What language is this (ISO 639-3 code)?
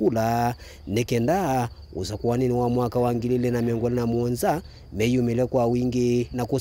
kam